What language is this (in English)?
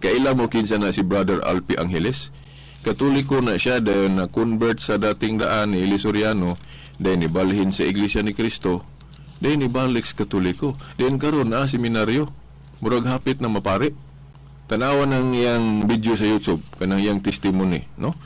Cebuano